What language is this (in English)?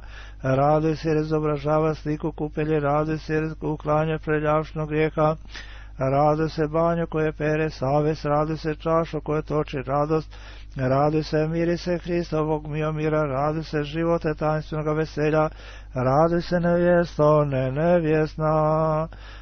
Serbian